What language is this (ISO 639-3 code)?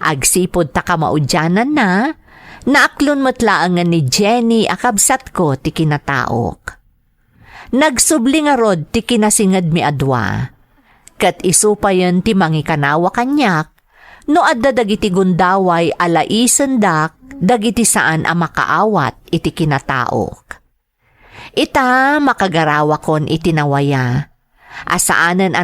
ilo